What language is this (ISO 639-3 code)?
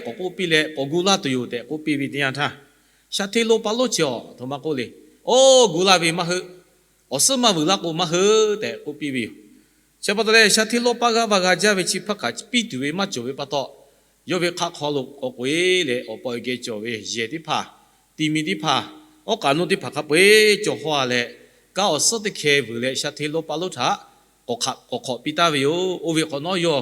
lhu